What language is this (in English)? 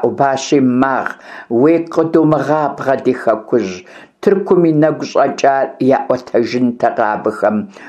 Kabardian